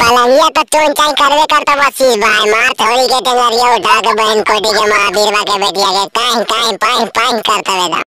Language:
Magahi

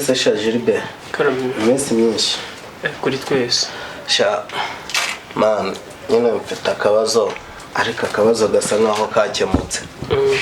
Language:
Kinyarwanda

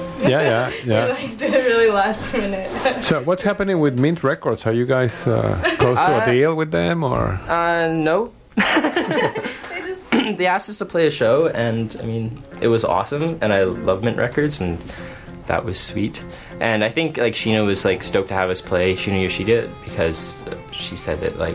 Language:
English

